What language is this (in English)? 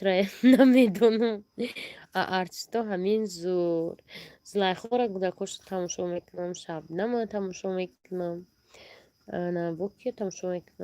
Tajik